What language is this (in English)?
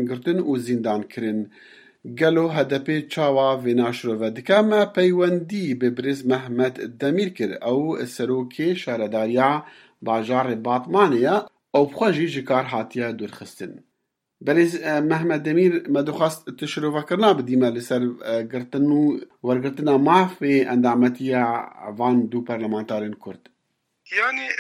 Kurdish